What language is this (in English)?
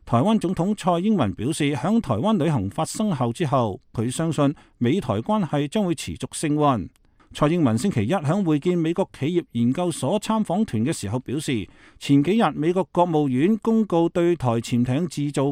Cantonese